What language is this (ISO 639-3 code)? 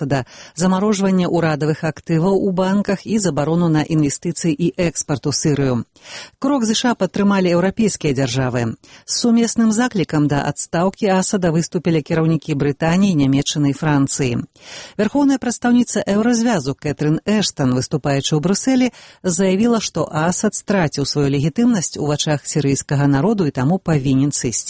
bel